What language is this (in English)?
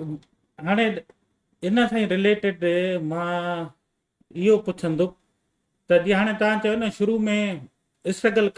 Sindhi